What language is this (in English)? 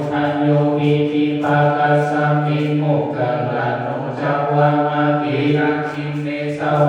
Pali